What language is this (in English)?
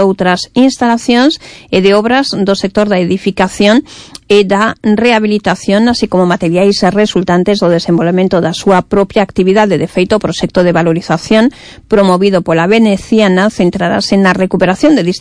Galician